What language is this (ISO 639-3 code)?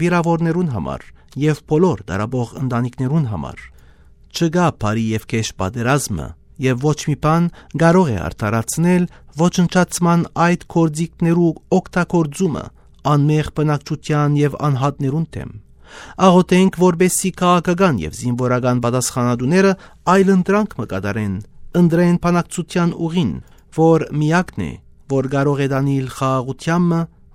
hyw